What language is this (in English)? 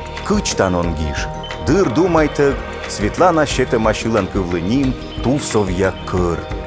Komi